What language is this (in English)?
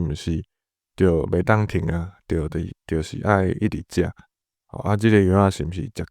Min Nan Chinese